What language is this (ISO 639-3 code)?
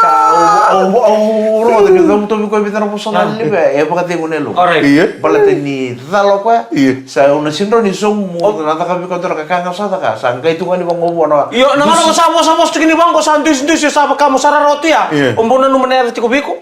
fij